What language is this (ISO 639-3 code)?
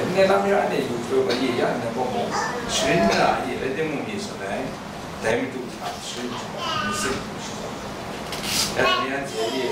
kac